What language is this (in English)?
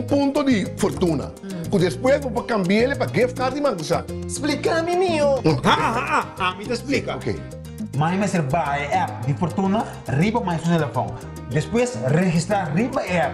Papiamento